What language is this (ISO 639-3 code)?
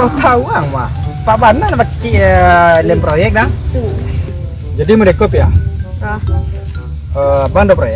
min